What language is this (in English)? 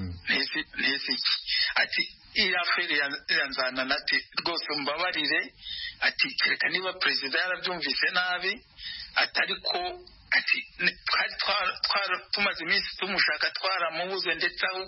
Kinyarwanda